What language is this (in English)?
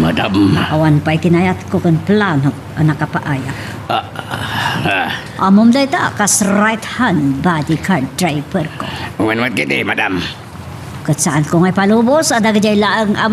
Iloko